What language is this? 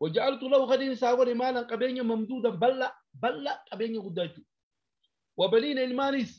Oromo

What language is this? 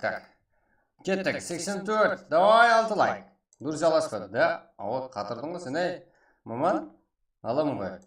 Kara-Kalpak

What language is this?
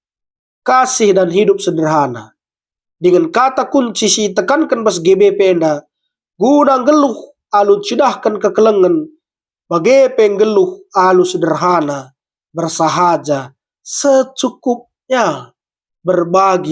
Batak Karo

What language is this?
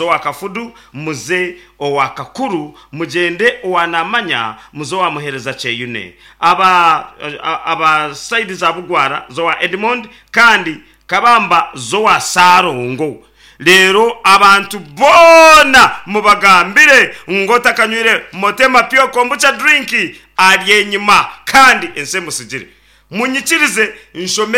Nyankole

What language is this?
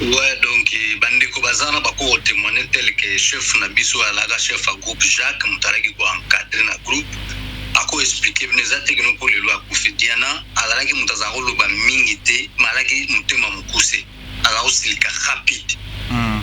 Lingala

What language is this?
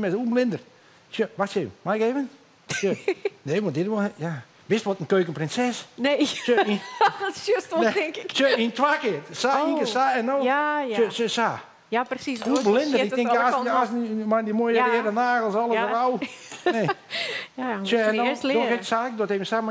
Western Frisian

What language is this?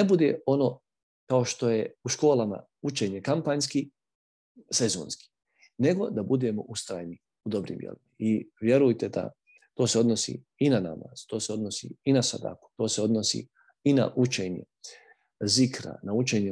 Bosnian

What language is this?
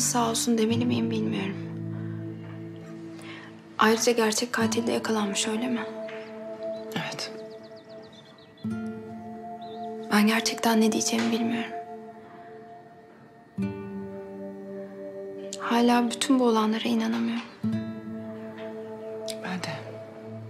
Turkish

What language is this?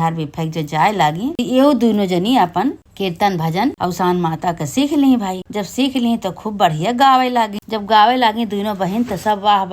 Awadhi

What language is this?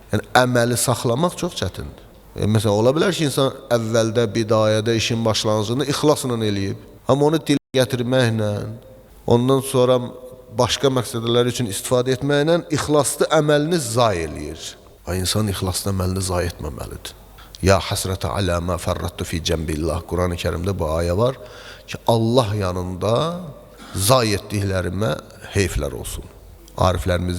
Azerbaijani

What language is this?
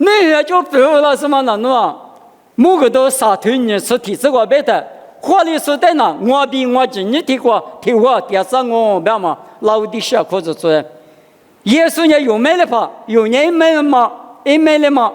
Lisu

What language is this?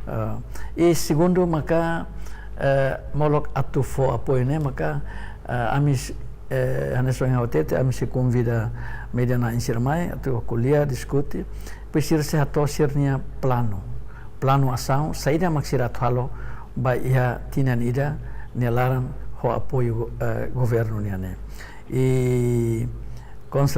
Tetum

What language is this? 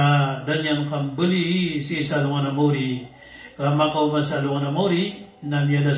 Maranao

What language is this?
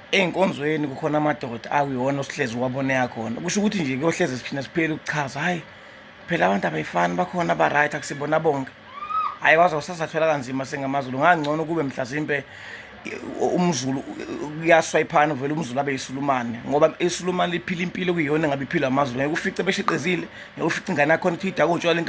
Zulu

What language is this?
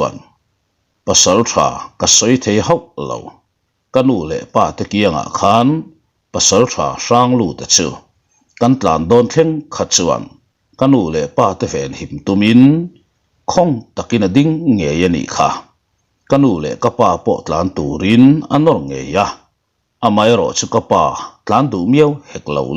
Mizo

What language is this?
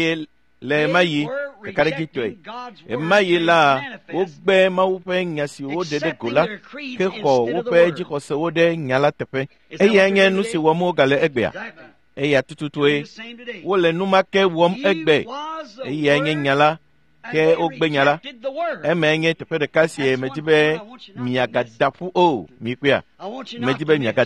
Ewe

